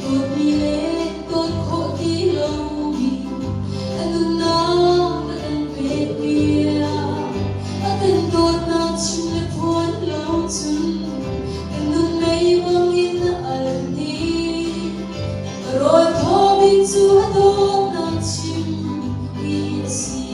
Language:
Hakha Chin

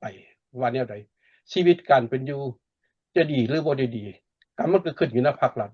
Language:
Lao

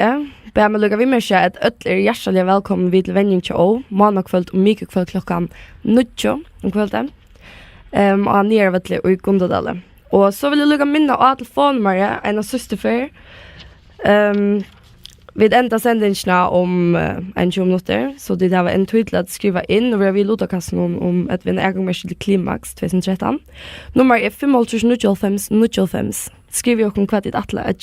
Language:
Faroese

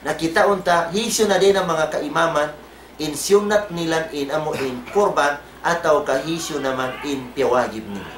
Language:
Tausug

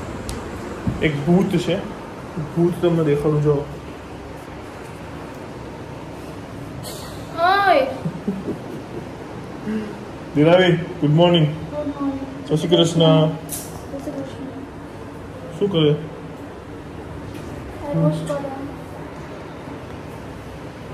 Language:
Gujarati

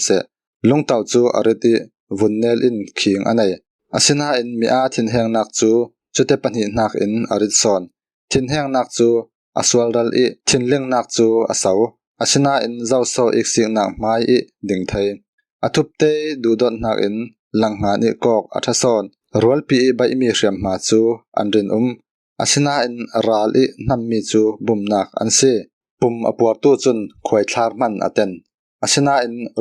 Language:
Falam Chin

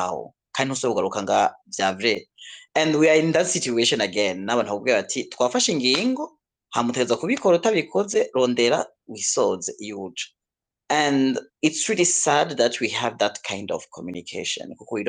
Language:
Rundi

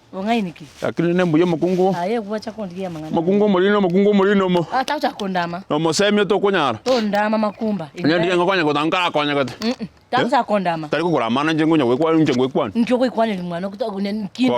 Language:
Gusii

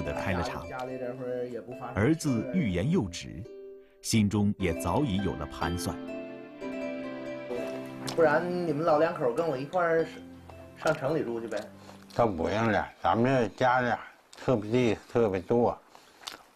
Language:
Chinese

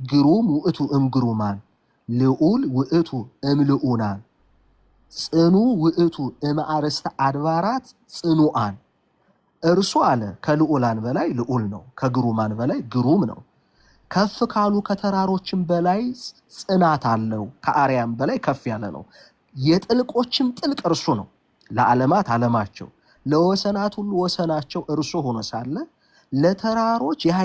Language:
Amharic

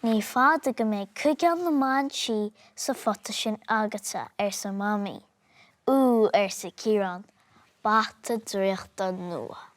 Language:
Irish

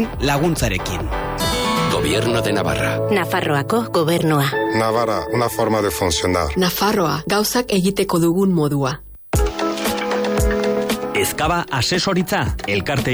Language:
Basque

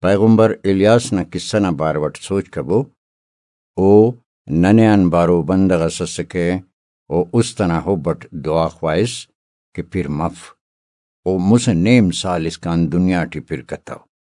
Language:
Brahui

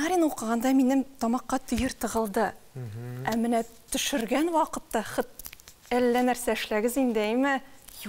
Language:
Tatar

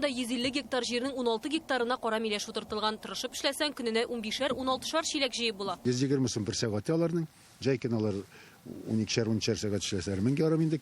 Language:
Tatar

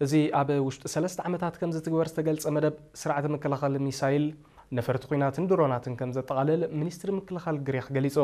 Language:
Tigrinya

